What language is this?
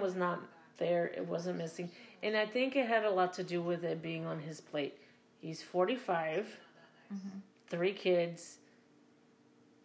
English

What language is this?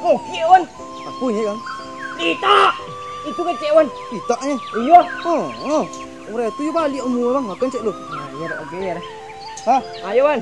Minangkabau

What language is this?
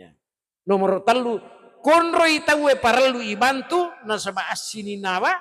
Buginese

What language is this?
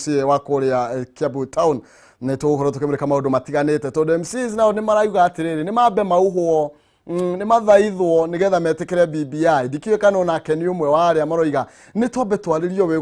Kikuyu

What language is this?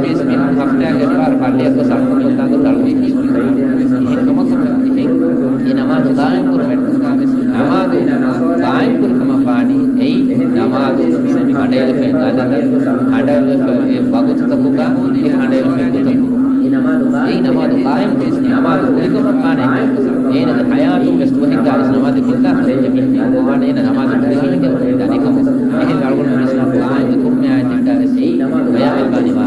Divehi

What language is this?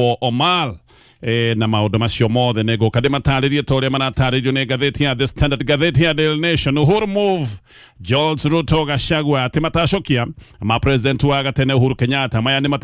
Kikuyu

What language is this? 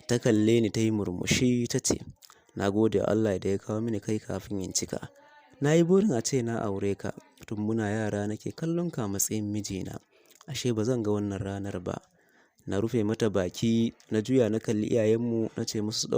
Hausa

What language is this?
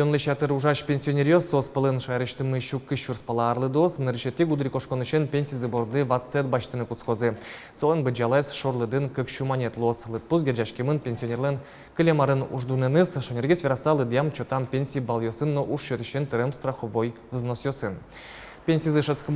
Udmurt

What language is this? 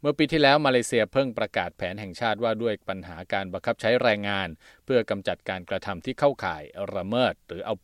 Thai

